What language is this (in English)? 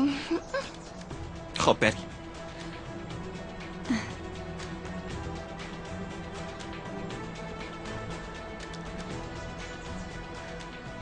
Persian